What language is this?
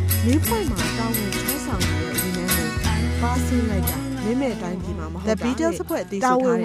Burmese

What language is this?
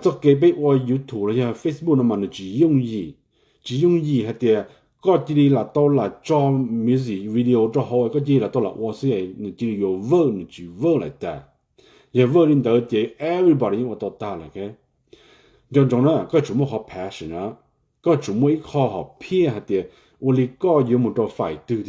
Hmong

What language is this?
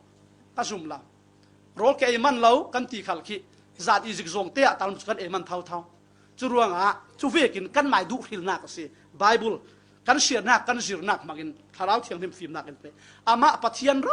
Falam Chin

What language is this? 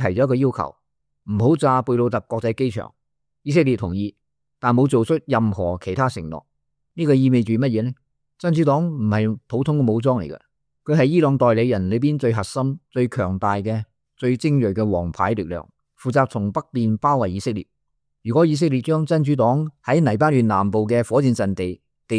Cantonese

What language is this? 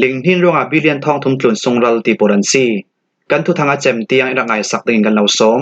Falam Chin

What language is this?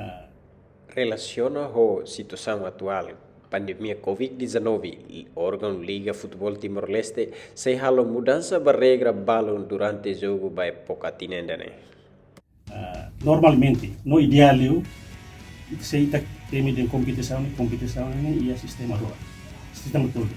Tetum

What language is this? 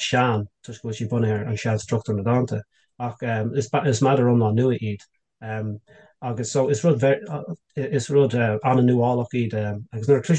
Irish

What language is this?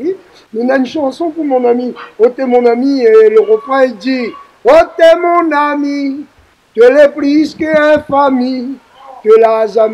Réunion Creole French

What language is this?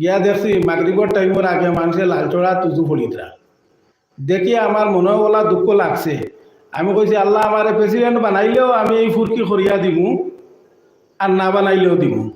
Sylheti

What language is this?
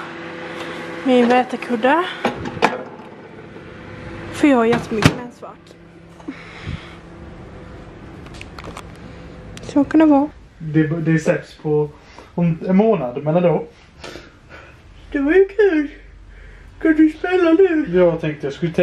Swedish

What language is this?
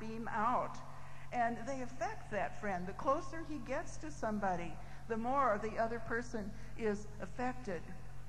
English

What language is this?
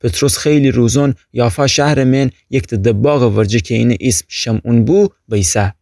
Gilaki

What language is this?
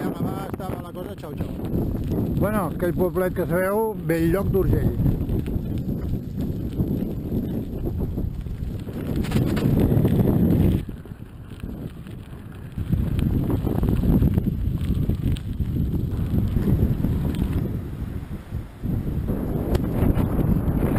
Catalan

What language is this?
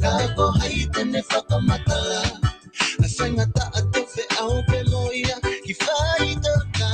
Tongan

